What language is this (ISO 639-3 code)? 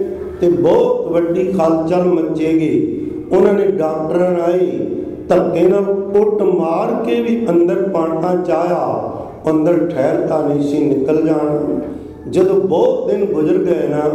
pan